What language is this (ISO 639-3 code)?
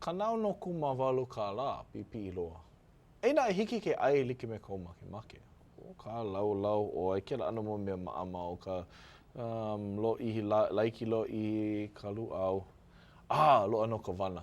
haw